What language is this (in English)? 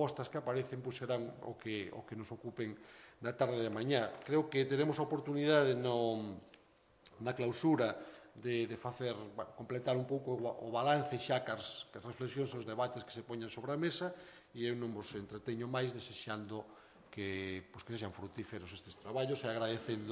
Galician